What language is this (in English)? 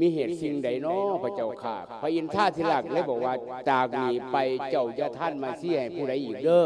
Lao